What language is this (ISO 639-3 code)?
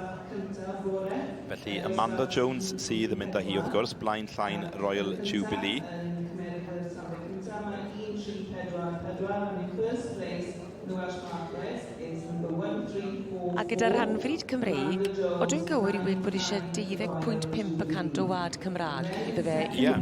cym